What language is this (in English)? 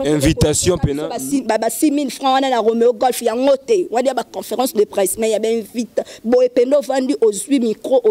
Lingala